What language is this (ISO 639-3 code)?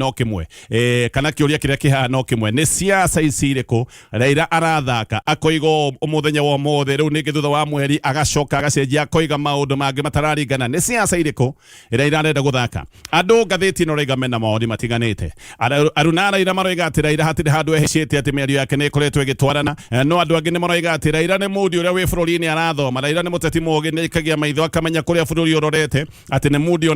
kik